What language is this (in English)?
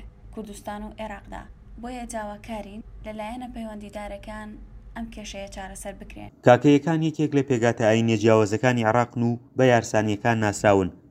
Central Kurdish